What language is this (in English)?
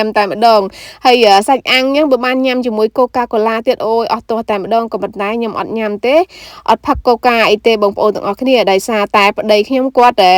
Khmer